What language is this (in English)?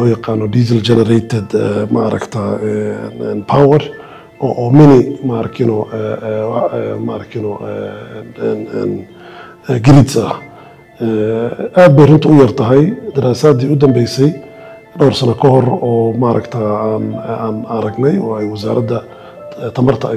Somali